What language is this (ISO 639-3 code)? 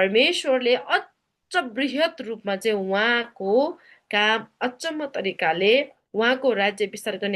nep